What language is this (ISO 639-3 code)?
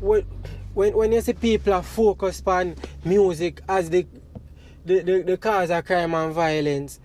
jam